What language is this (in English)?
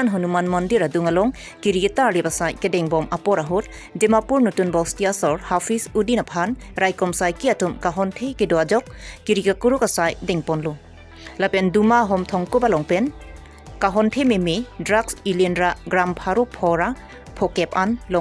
Karbi